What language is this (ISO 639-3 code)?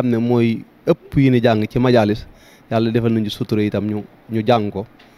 wol